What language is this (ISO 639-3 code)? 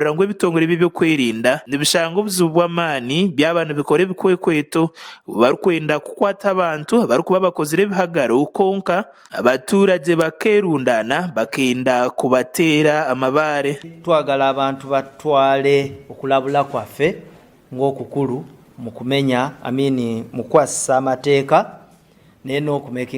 nyn